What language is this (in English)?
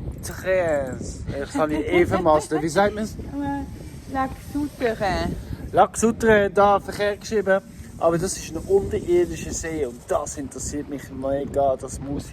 Swiss German